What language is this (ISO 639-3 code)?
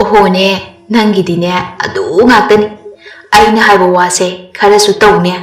mni